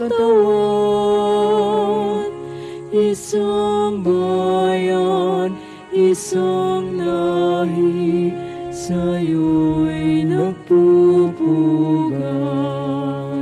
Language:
Filipino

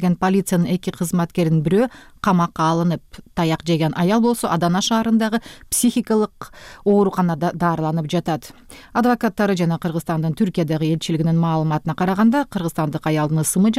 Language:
Kyrgyz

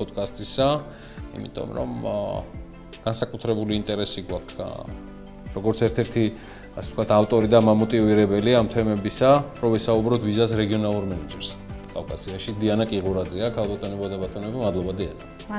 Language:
Georgian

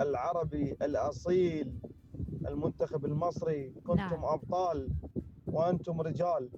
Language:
Mesopotamian Arabic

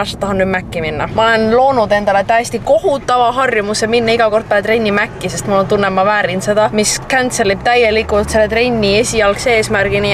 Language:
Estonian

